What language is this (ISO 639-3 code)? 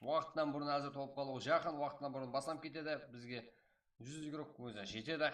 kaa